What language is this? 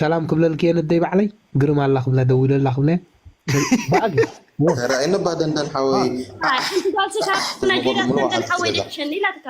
Tigrinya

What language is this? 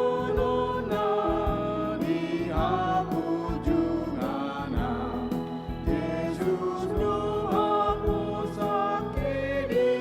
Batak Toba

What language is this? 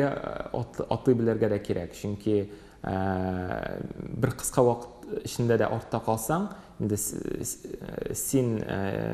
Tatar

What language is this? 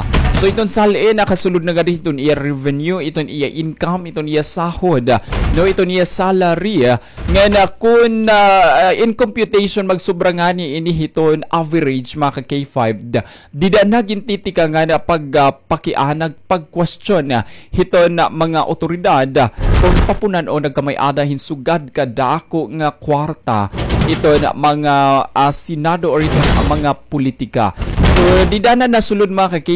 Waray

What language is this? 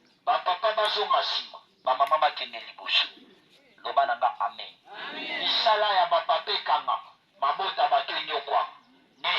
Lingala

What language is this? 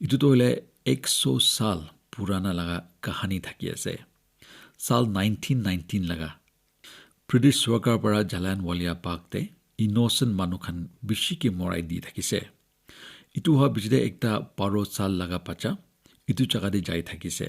Naga Pidgin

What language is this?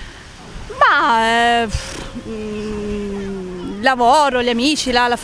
Italian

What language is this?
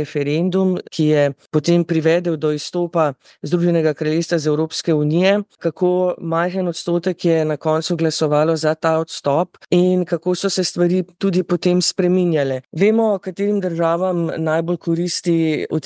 Slovenian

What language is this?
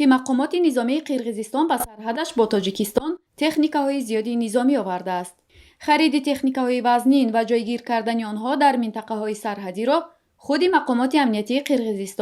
Tajik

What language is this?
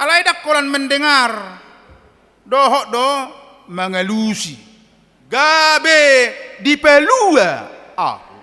Batak Toba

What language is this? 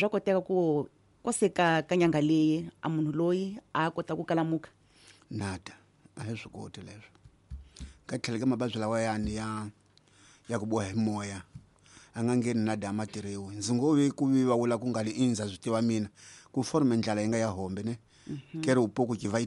Tsonga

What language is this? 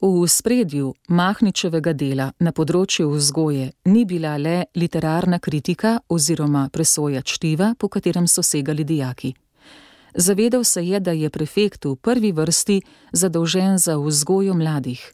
Slovenian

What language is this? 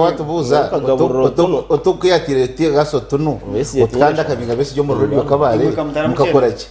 Nyankole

